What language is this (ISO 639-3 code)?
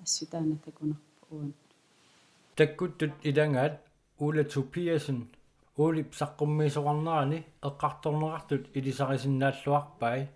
kal